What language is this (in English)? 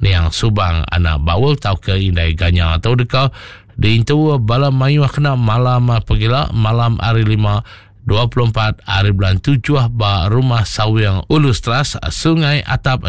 Iban